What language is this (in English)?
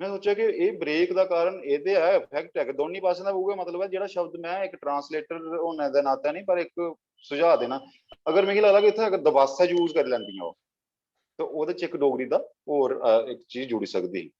Dogri